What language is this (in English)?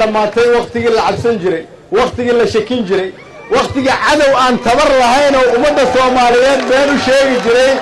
Somali